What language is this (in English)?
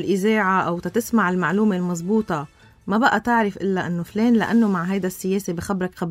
North Levantine Arabic